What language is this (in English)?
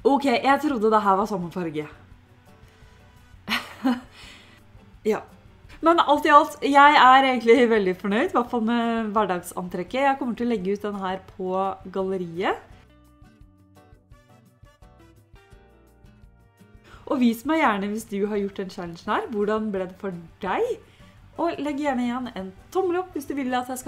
Norwegian